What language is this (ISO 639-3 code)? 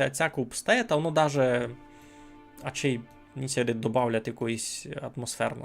rue